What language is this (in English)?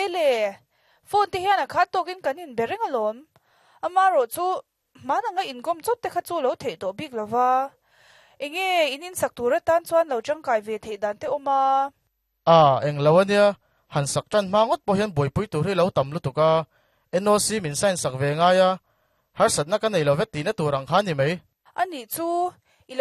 Mizo